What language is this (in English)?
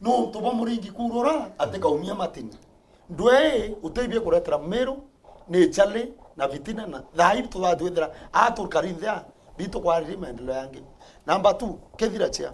Meru